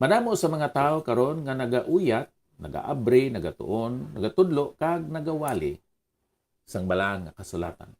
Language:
Hiligaynon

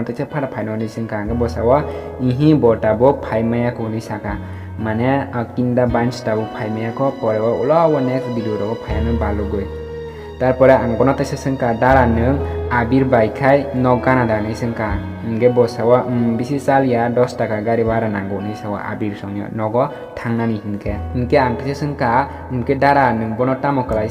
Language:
Kok Borok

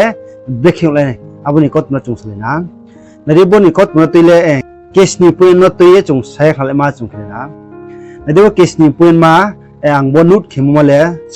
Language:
Riang (India)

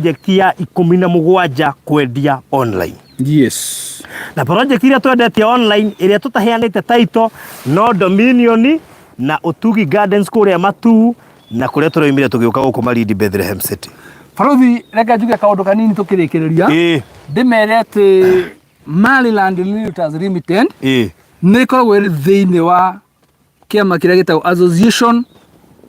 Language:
Kikuyu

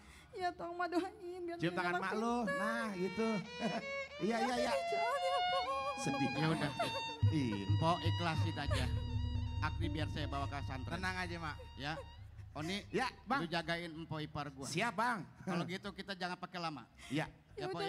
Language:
Betawi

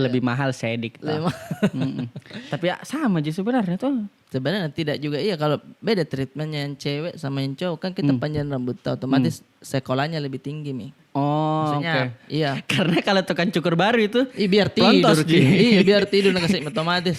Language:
Makassar Malay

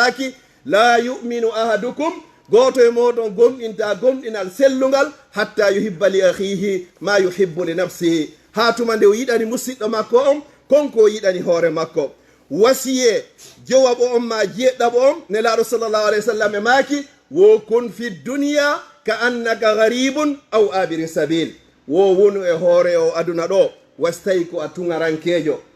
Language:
Fula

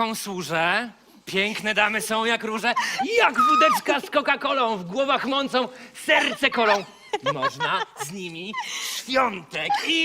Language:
Silesian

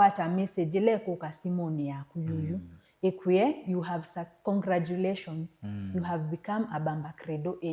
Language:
Kamba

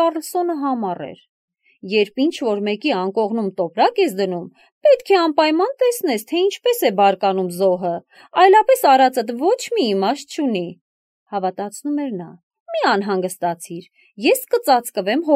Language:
Armenian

